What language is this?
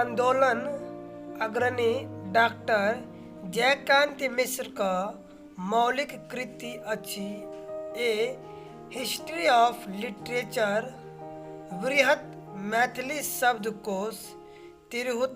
Maithili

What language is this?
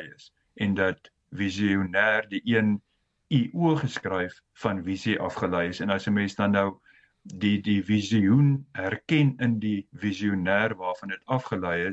Afrikaans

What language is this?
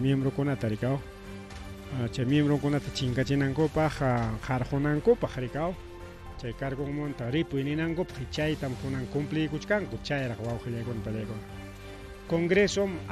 Ayacucho Quechua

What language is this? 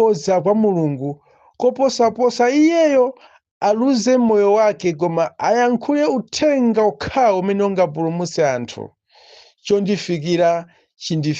Nyanja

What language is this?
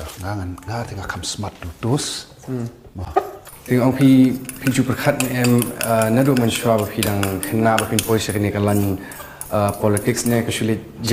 Khasi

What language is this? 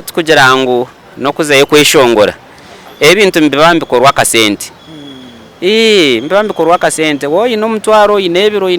Nyankole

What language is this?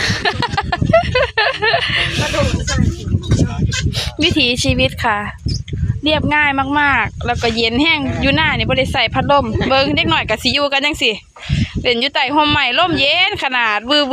Lao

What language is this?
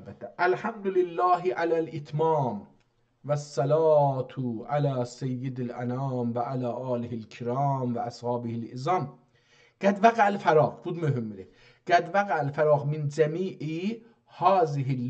South Azerbaijani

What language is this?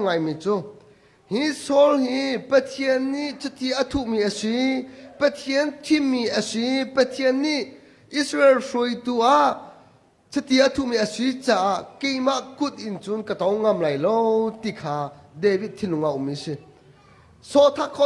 Hakha Chin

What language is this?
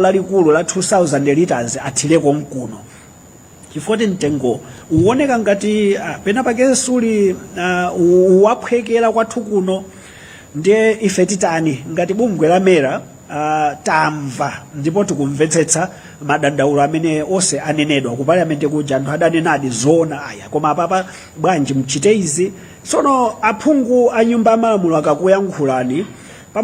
Nyanja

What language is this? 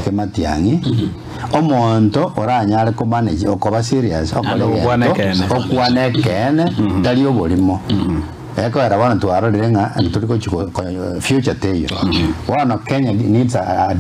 Gusii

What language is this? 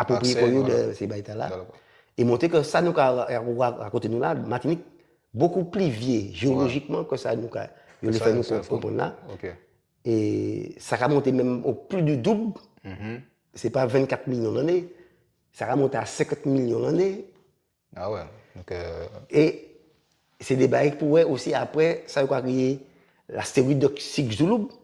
Guadeloupean Creole French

